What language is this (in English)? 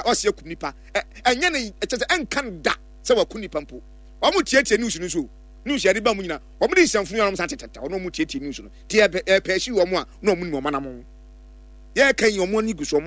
Akan